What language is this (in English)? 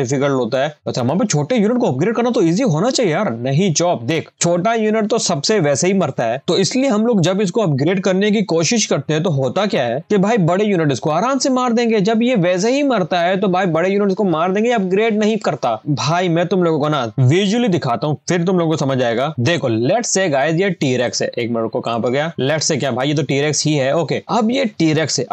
Hindi